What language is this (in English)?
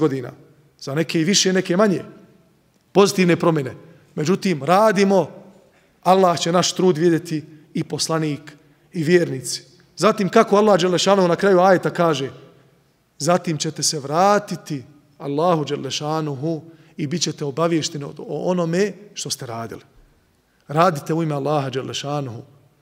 Bosnian